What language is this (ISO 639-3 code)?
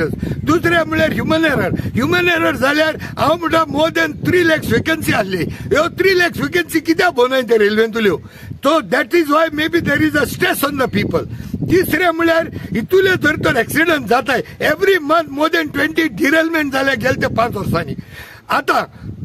kok